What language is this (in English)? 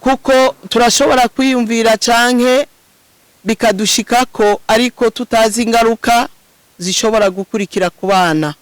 Rundi